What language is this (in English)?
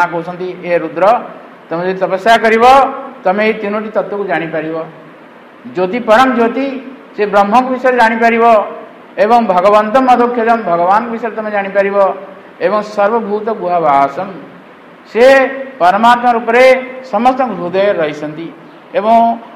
Odia